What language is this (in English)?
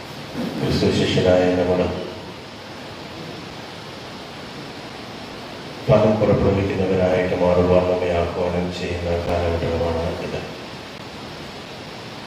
Malayalam